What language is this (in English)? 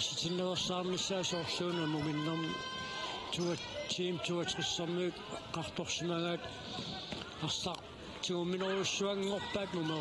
Kalaallisut